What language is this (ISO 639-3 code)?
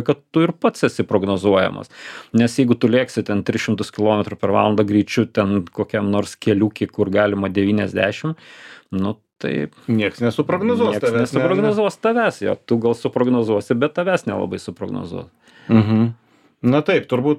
lit